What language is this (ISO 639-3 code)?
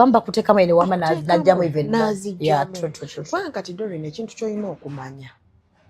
lug